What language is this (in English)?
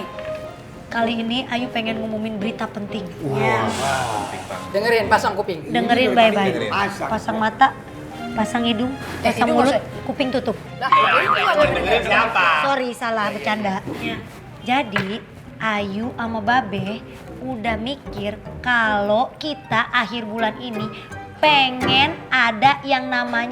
Betawi